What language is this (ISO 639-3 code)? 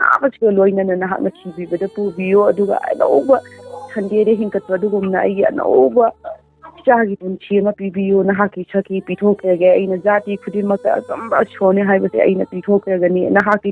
mni